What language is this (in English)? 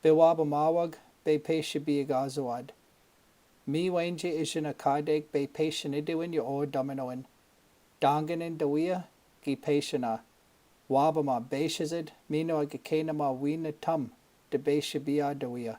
Chippewa